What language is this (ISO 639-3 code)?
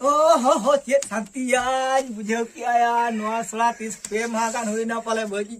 sat